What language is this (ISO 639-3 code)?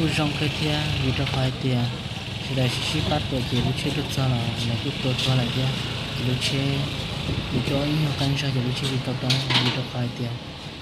hmn